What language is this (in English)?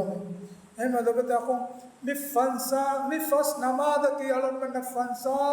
Divehi